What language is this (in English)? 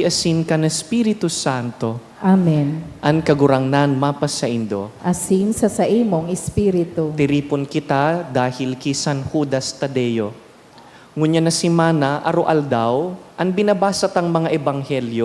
Bikol